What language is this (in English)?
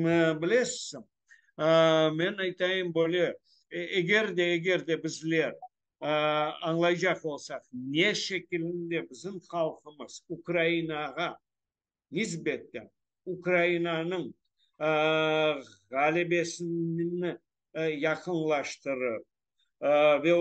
Crimean Tatar